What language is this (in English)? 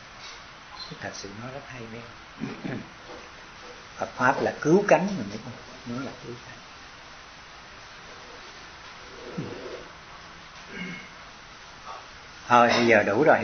Vietnamese